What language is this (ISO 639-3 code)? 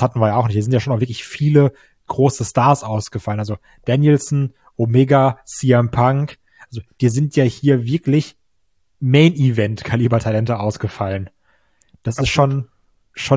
deu